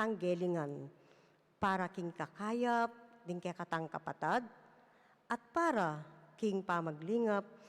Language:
Pampanga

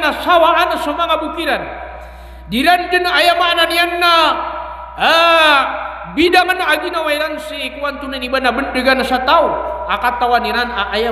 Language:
Maranao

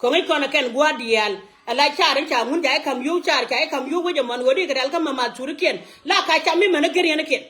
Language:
Nuer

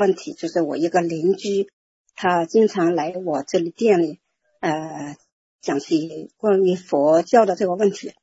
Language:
Chinese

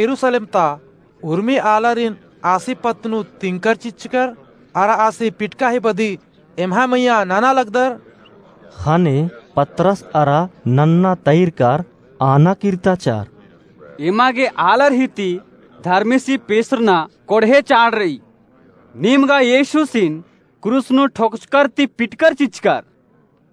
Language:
Kurukh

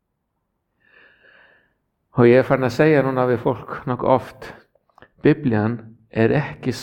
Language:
Icelandic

